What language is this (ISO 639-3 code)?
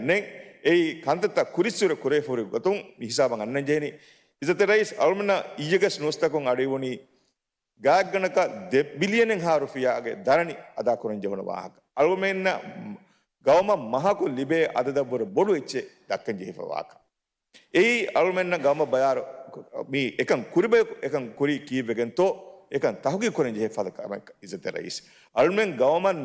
div